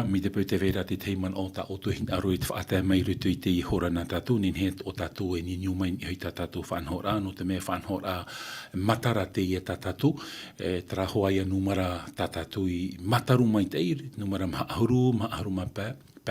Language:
Tahitian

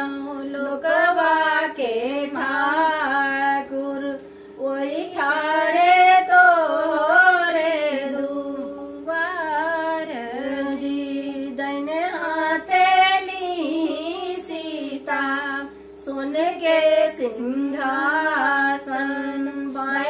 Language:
Bhojpuri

